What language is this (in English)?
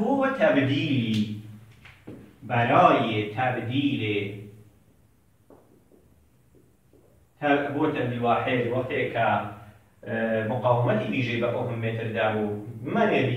Persian